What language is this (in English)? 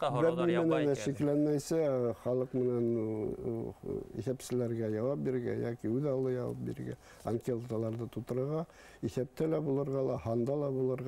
Bashkir